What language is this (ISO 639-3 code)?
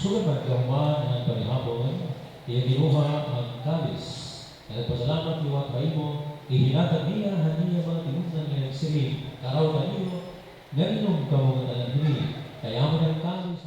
war